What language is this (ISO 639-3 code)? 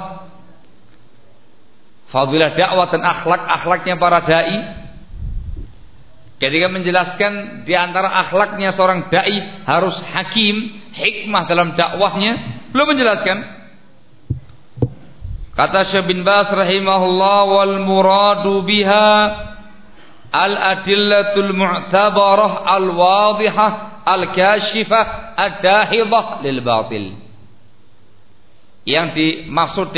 ind